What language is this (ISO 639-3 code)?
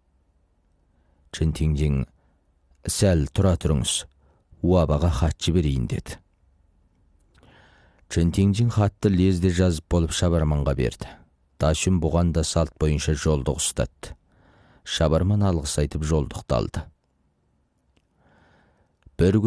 kaz